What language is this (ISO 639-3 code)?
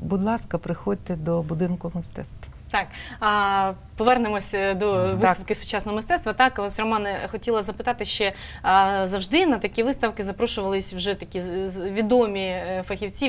ukr